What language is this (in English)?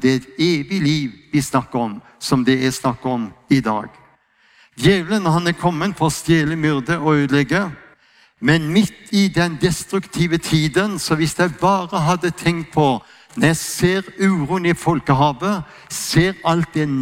Norwegian